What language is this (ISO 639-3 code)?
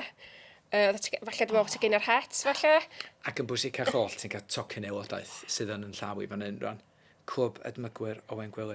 cym